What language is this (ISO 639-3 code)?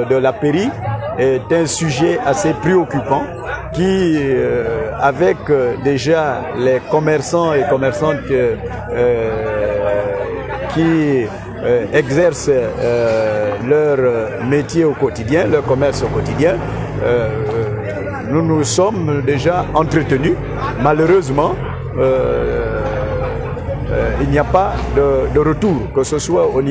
fra